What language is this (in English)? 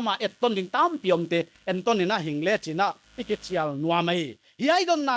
Paite Chin